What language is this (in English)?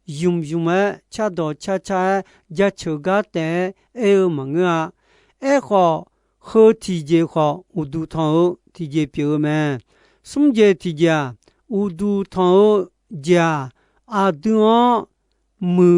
Akha